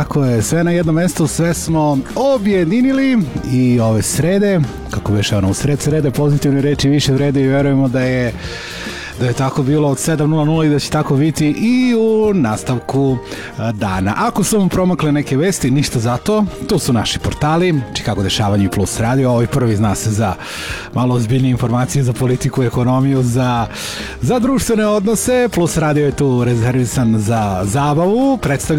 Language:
Serbian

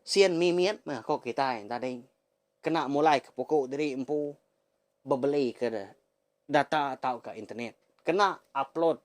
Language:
Iban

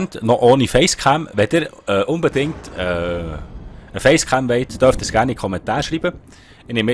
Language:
Swiss German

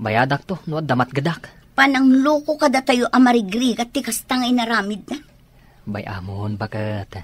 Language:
Iloko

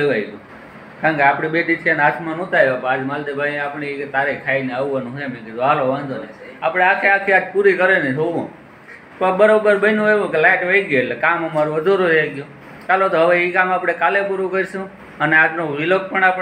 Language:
Gujarati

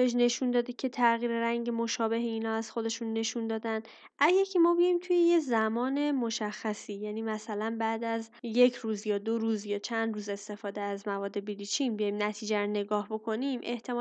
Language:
Persian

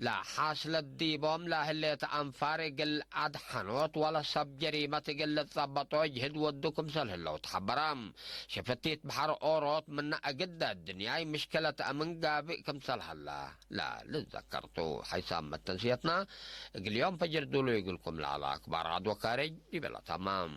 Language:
Tigre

